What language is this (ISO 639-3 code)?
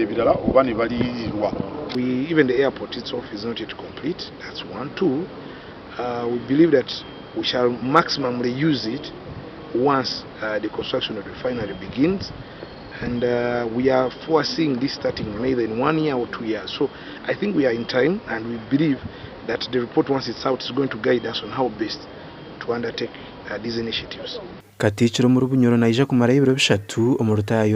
nyn